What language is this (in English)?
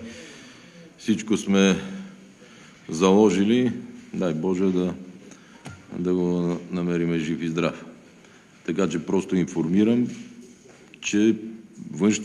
Bulgarian